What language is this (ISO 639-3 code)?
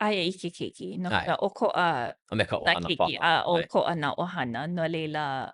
haw